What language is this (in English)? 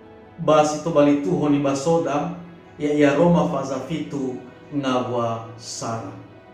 Nias